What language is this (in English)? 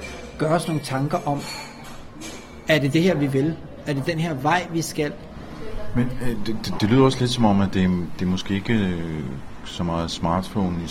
Danish